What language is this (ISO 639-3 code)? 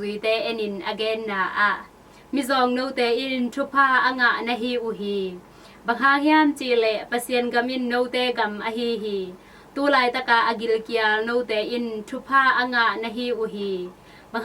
ctd